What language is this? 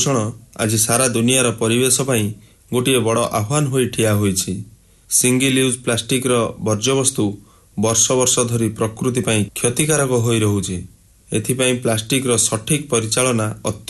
Odia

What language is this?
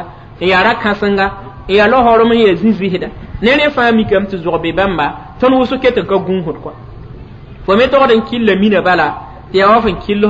Mossi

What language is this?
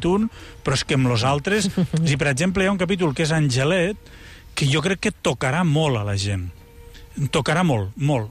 Catalan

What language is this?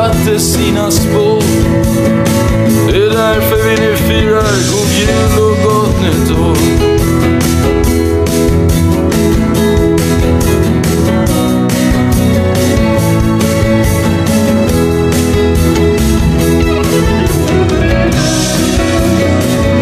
Swedish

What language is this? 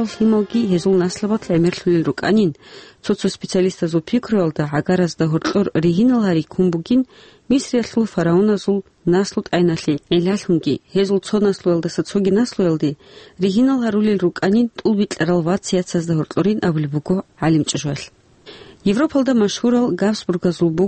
Avaric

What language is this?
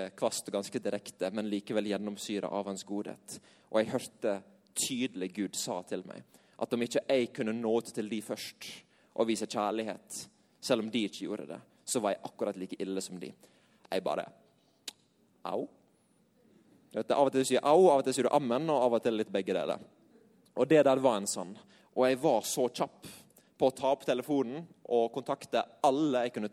Norwegian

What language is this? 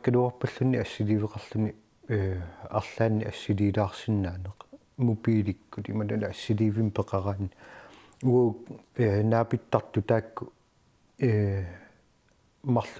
Kalaallisut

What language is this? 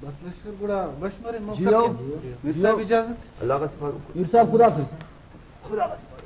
Brahui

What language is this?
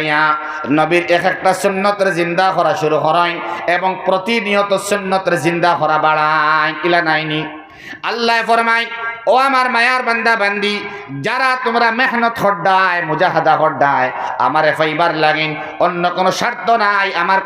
Sylheti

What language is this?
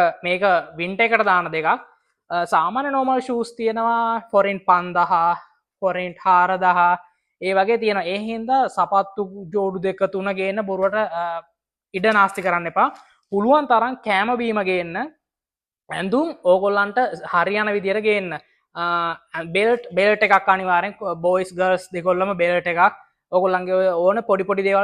Sinhala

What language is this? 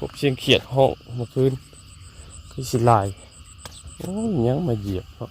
Northeastern Thai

